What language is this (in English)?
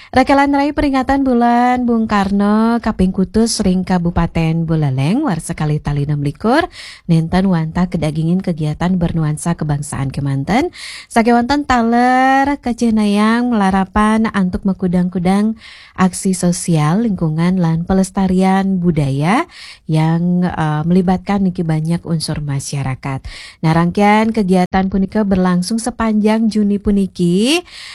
Balinese